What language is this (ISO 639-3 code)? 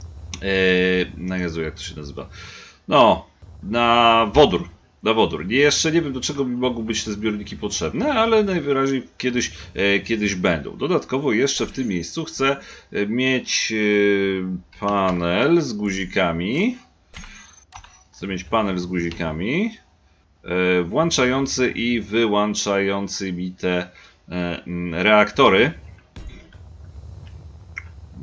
pol